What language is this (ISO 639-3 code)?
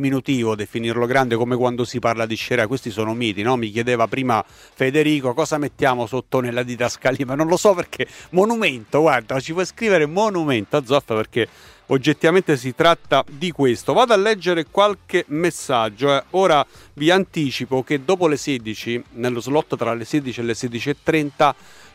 ita